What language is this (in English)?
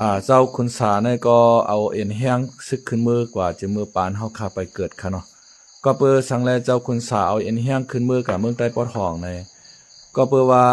Lao